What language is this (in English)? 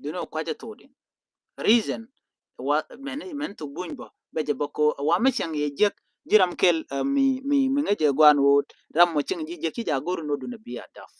Nuer